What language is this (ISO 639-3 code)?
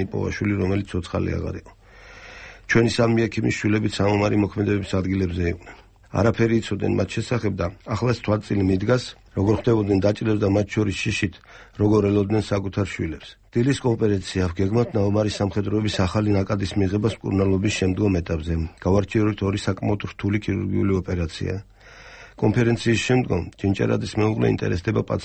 kat